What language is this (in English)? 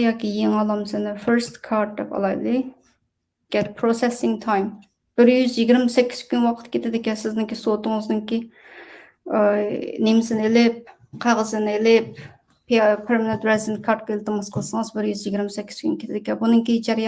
Uyghur